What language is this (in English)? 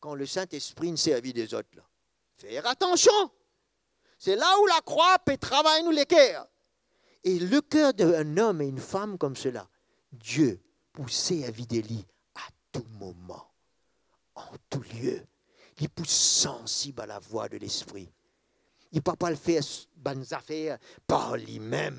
Morisyen